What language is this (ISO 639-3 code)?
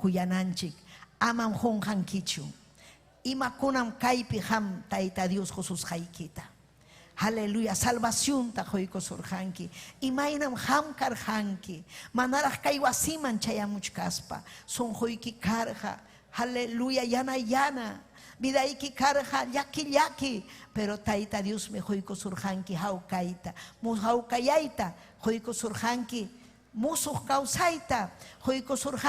quy